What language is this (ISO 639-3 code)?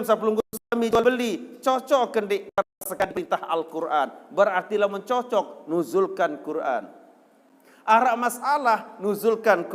sas